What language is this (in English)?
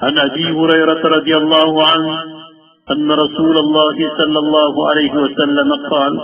Maranao